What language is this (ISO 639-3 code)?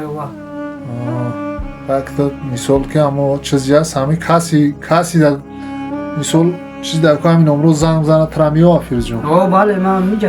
tgk